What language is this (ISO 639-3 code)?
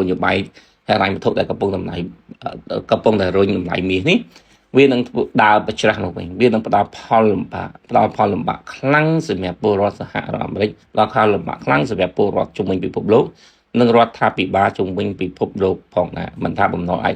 khm